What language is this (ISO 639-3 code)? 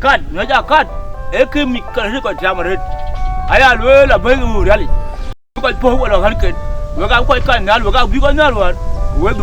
din